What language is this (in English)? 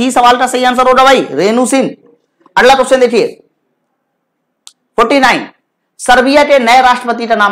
Hindi